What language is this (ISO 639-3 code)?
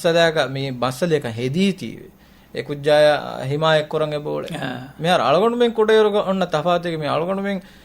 div